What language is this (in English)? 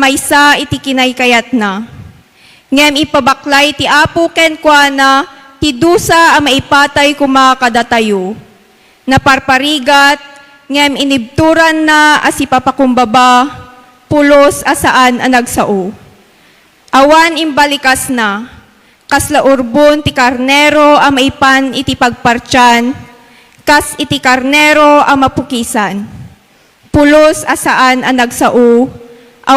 Iloko